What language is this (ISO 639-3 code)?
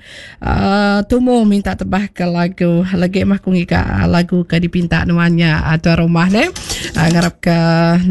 iba